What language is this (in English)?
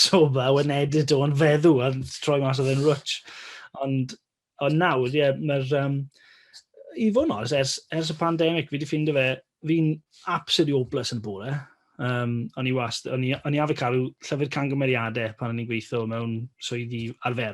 Welsh